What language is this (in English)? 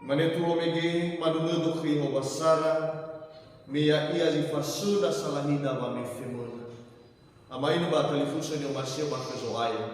Nias